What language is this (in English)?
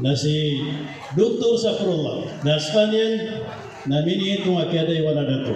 Maranao